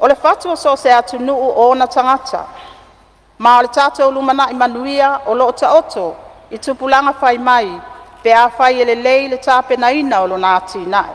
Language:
Samoan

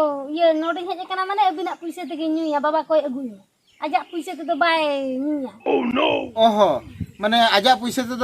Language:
Santali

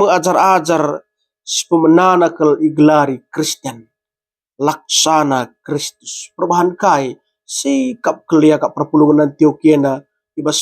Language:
Batak Karo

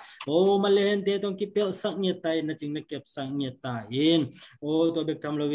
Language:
Tedim Chin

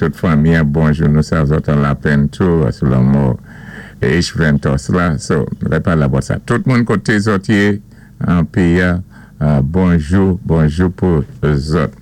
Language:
Saint Lucian Creole French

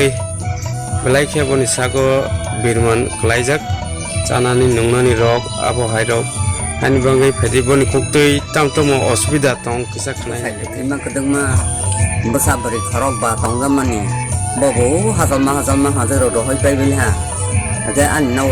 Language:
Kok Borok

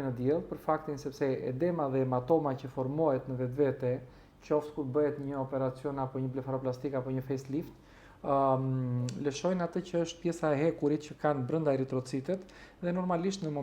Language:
Albanian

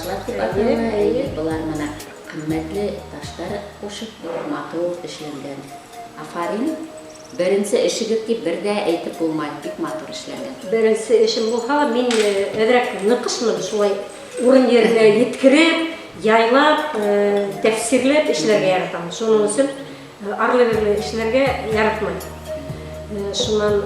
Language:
Bashkir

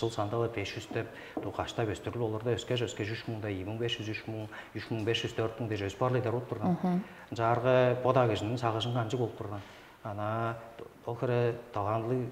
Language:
Tuvinian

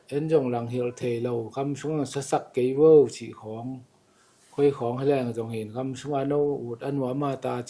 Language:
Tedim Chin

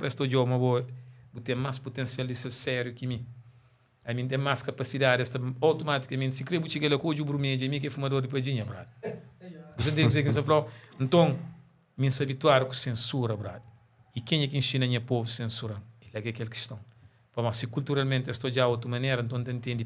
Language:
Kabuverdianu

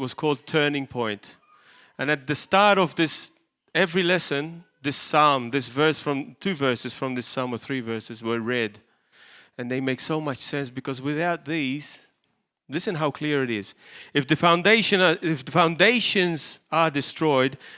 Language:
English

